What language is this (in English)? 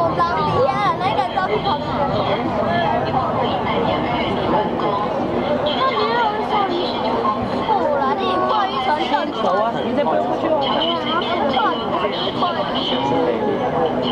Chinese